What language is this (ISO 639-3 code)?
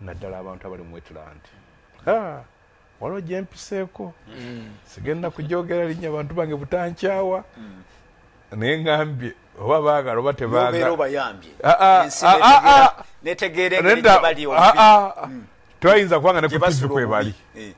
lug